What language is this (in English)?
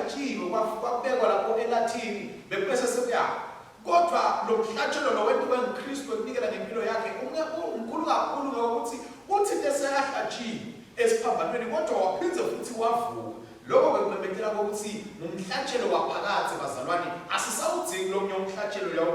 Swati